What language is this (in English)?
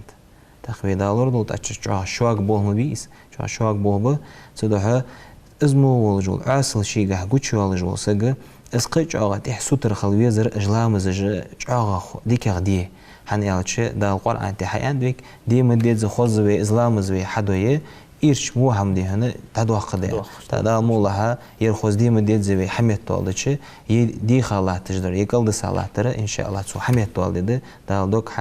Ingush